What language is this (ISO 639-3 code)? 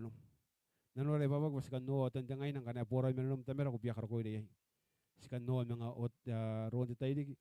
gil